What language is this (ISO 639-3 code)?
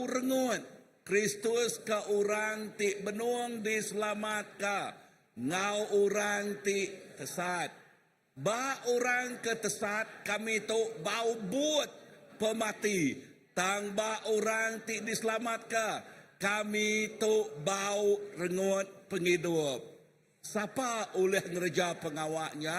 iba